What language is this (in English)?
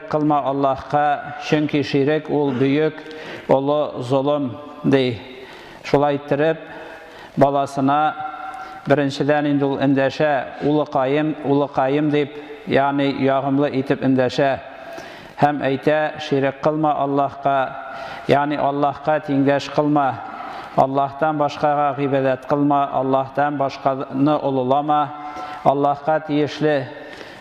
Tatar